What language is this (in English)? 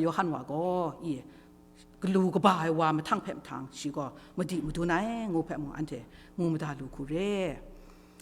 Kachin